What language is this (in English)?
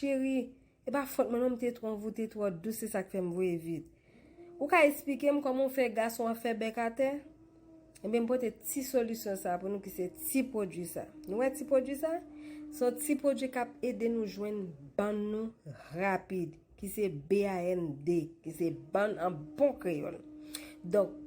Haitian Creole